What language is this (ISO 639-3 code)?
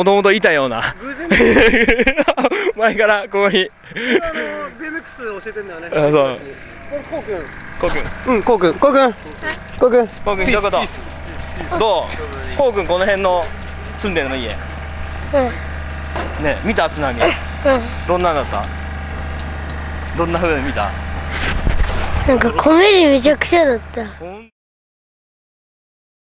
jpn